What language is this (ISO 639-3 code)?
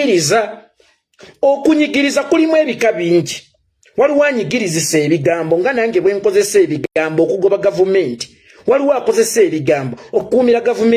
lug